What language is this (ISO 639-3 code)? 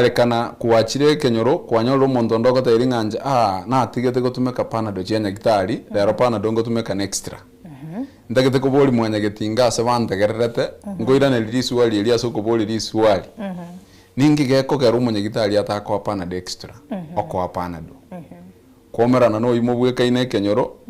guz